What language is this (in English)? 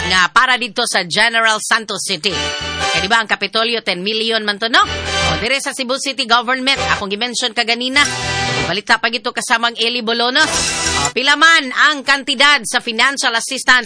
Cebuano